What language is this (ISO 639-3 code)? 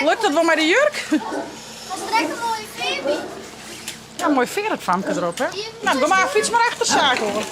fry